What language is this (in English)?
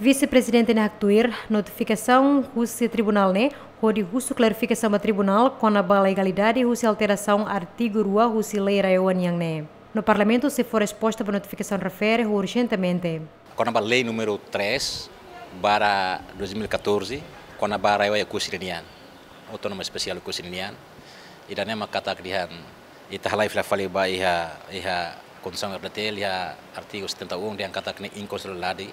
Tetum